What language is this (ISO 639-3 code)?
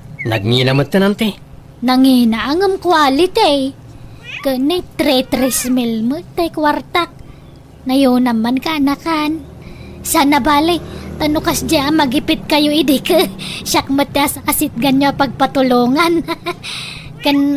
ilo